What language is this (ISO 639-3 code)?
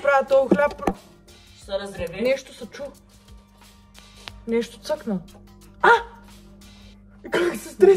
bul